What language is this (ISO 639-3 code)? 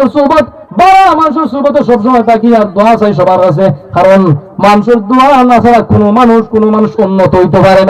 syl